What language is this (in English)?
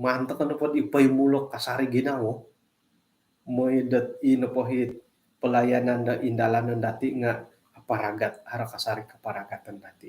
Central Dusun